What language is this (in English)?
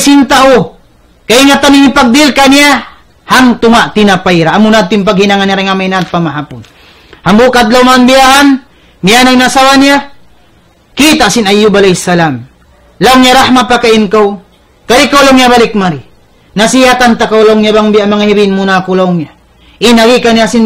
Tausug